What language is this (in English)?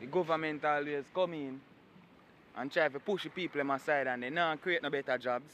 Jamaican Creole English